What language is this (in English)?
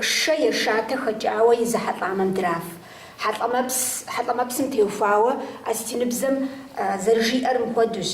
Kabardian